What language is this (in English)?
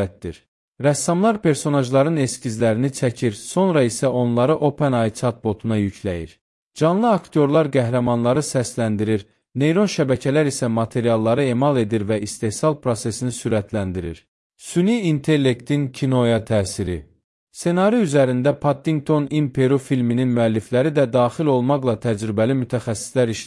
Azerbaijani